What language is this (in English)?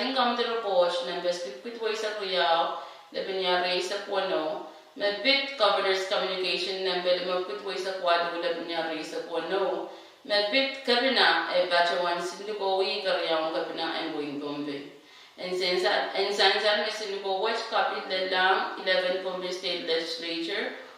Pohnpeian